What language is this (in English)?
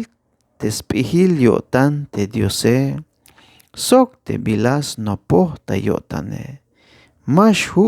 Tzeltal